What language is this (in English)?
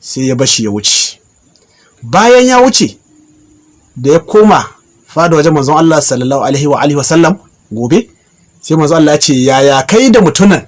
Hausa